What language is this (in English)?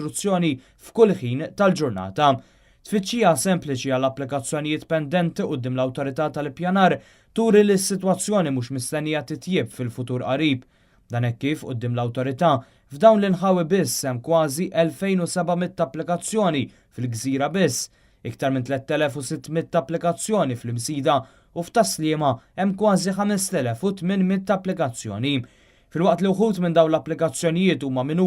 Maltese